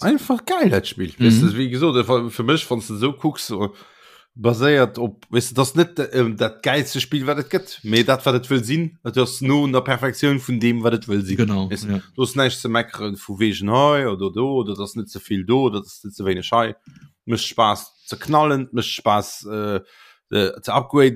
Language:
Luxembourgish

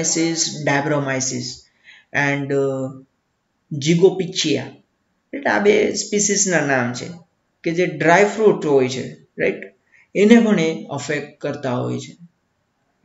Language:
Gujarati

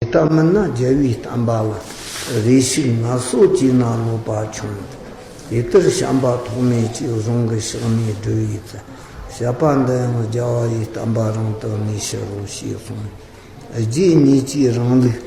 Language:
Tibetan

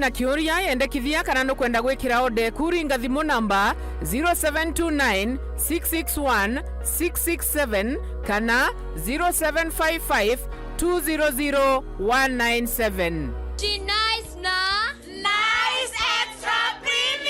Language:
Meru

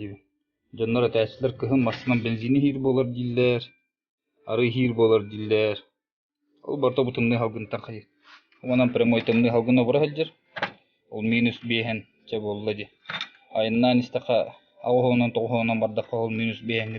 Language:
Yakut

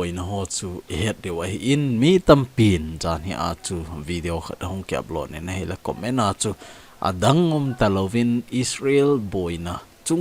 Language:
Thado Chin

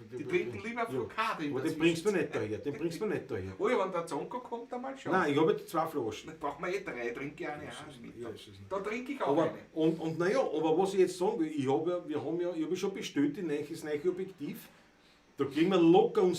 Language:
Bavarian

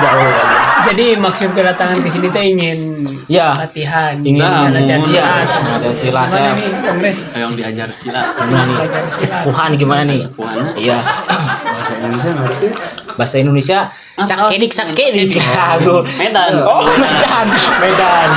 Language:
Sundanese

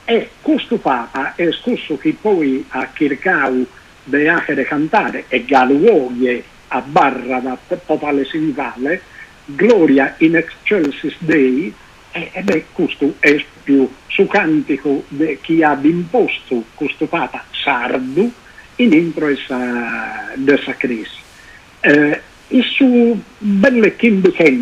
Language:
Sardinian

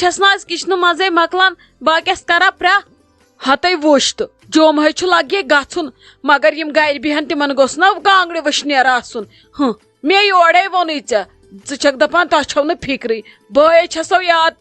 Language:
Kashmiri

